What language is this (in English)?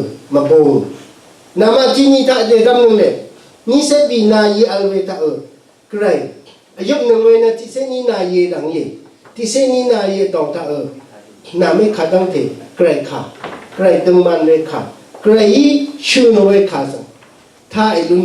Rawang